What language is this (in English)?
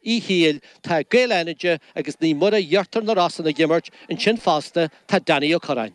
Irish